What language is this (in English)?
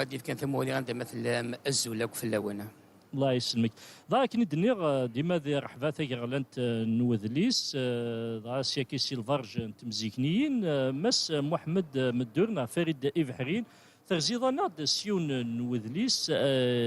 Kabyle